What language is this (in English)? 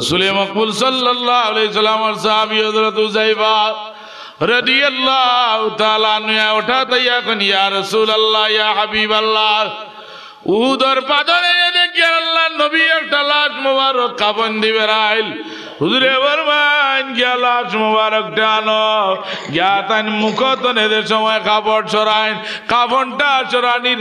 Sylheti